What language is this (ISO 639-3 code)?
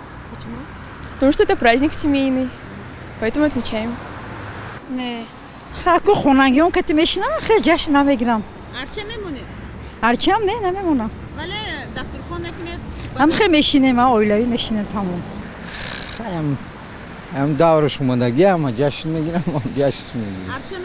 tgk